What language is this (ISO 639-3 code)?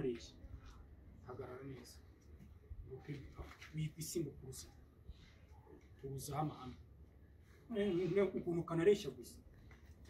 kin